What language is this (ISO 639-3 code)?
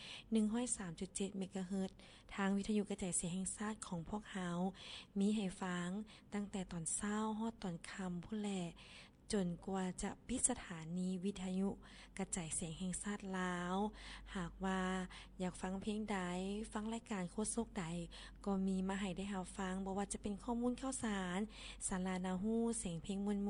lao